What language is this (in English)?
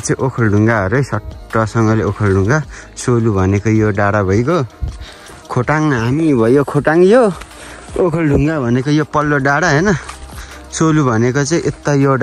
Nepali